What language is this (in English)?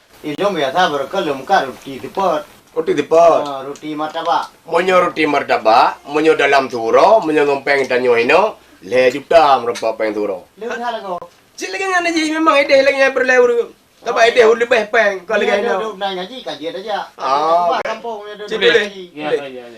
Achinese